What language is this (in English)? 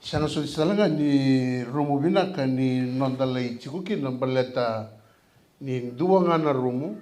Fijian